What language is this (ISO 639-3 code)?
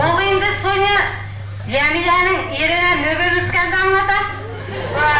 bak